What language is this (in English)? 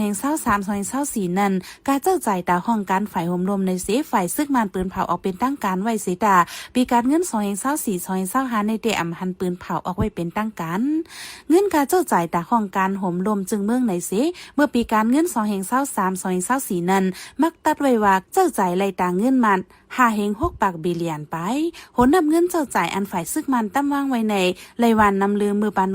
Shan